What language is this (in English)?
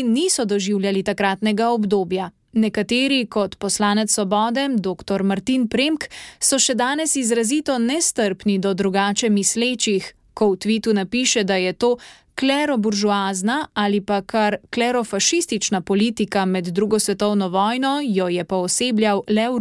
Slovenian